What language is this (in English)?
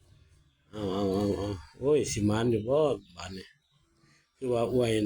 Lao